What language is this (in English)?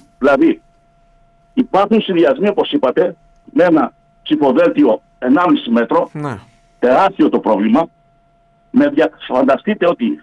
Greek